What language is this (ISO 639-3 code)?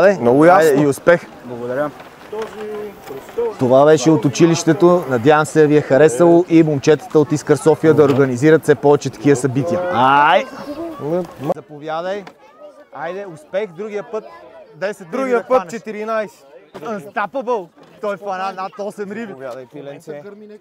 bul